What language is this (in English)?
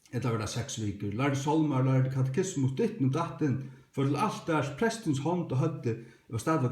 Faroese